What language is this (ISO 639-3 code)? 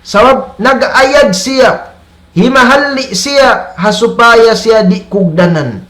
tsg